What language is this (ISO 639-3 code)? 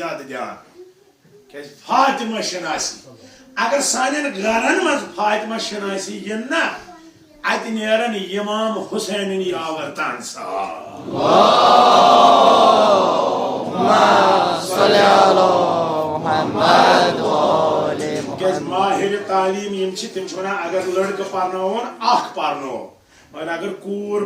kas